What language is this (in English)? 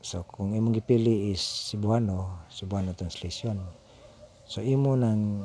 Cebuano